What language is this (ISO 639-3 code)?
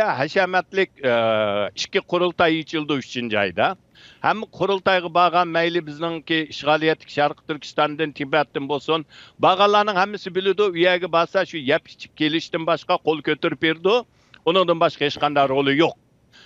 uig